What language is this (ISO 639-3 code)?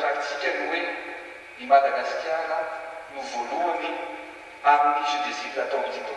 mlg